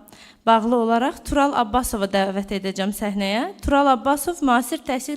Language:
Azerbaijani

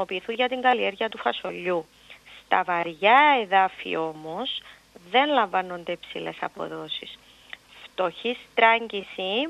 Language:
Greek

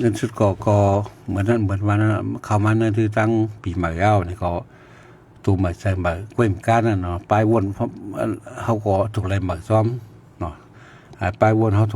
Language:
Shan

